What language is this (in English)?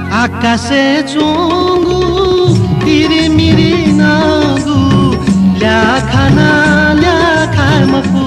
Newari